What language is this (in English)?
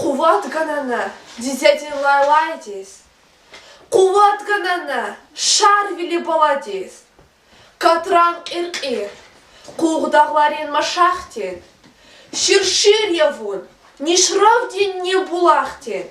Lezghian